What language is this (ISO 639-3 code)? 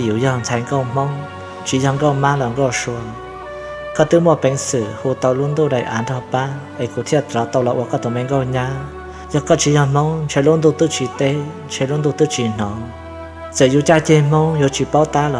hmn